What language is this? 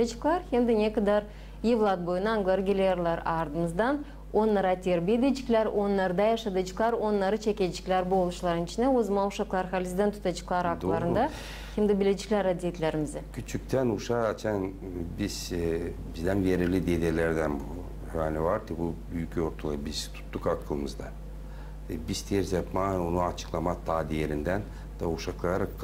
Gagauz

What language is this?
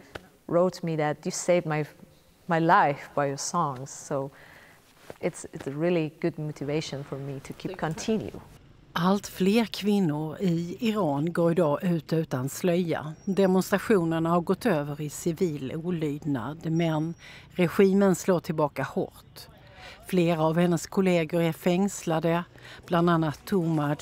Swedish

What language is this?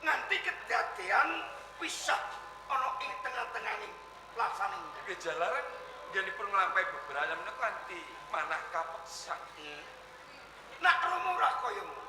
Javanese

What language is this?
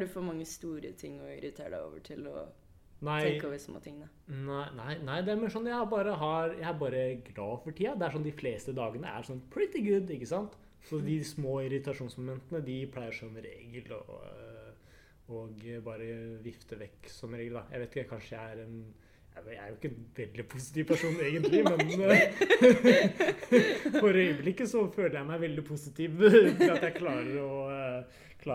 Norwegian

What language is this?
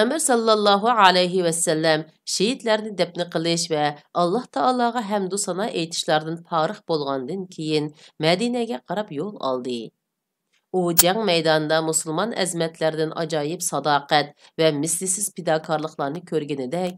Uyghur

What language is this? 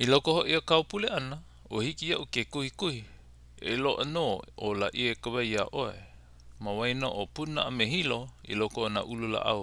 Hawaiian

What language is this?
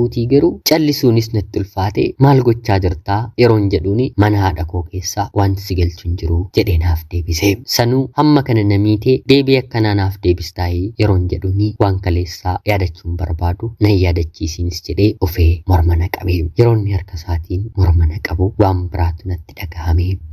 Oromo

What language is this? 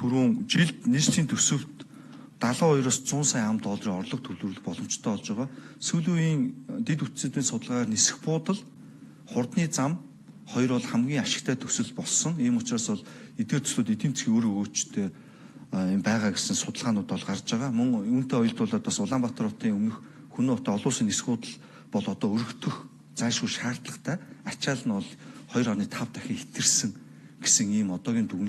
Mongolian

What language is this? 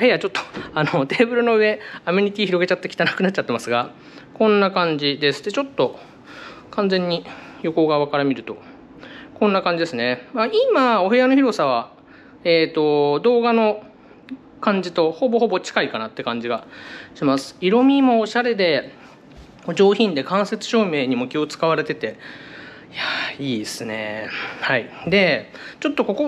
Japanese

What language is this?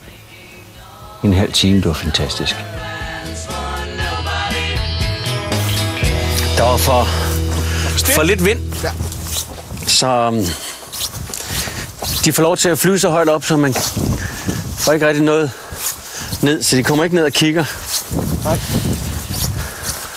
Danish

